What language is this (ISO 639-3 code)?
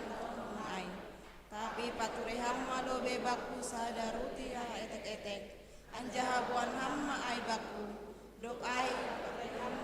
bts